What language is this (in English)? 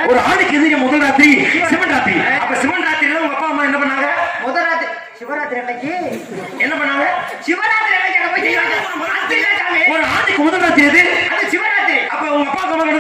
Tamil